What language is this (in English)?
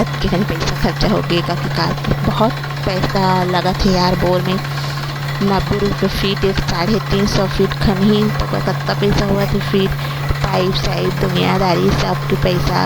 Chhattisgarhi